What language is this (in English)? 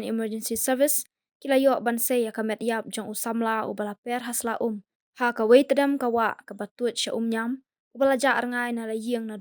Khasi